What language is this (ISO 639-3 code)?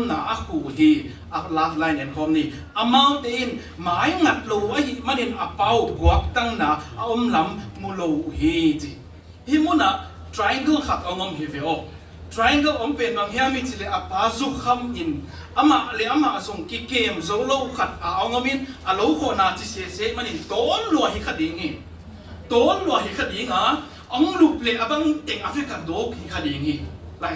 ctd